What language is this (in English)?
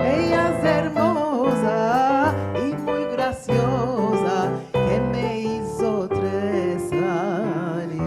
Ladino